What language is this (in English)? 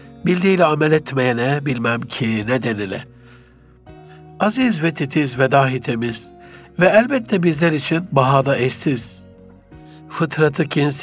Turkish